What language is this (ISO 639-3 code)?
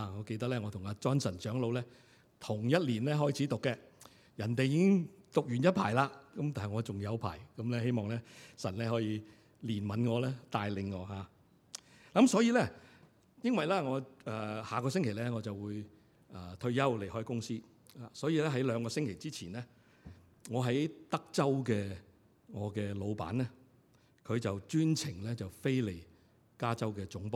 yue